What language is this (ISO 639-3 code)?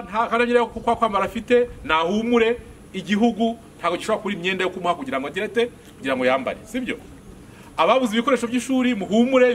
kin